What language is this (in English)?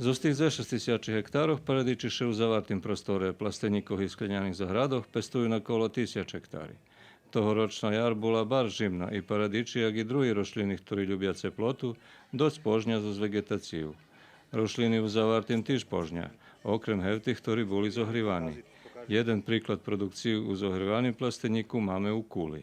Rusyn